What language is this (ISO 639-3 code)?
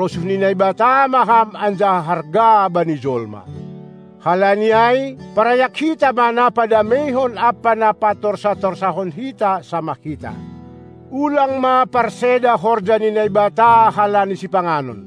bts